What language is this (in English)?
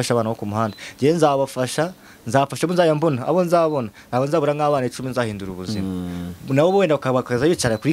Kinyarwanda